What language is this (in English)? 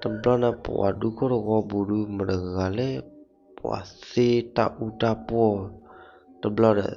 S'gaw Karen